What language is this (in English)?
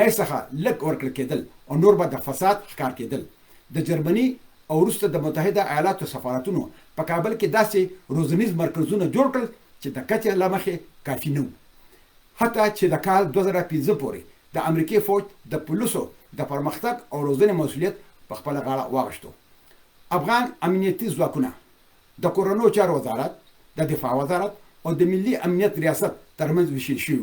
Pashto